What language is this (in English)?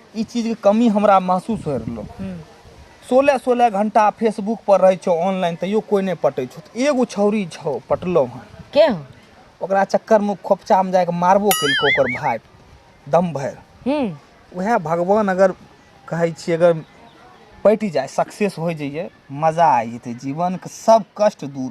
Maithili